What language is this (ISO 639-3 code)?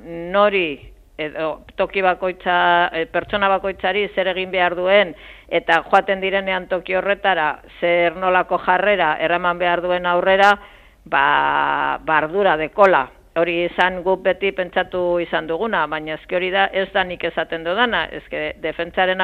eus